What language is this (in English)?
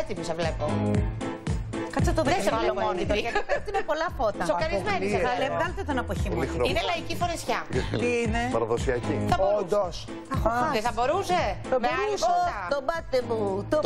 Greek